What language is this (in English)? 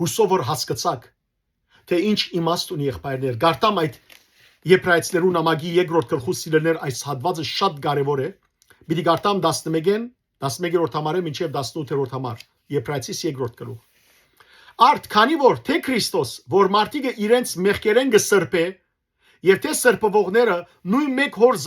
Western Armenian